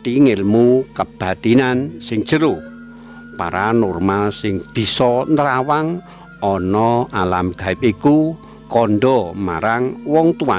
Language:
Javanese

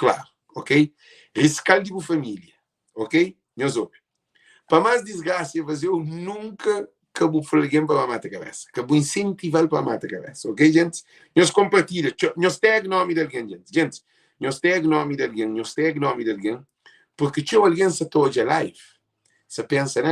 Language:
Kabuverdianu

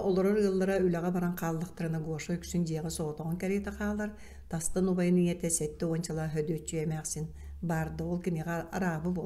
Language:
Yakut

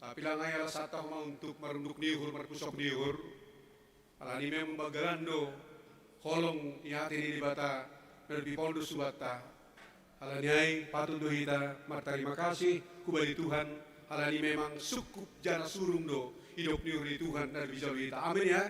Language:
Batak Simalungun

